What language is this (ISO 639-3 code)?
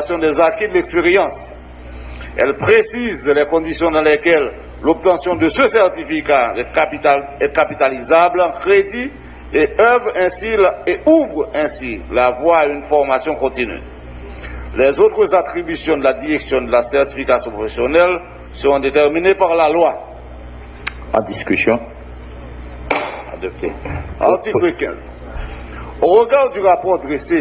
fra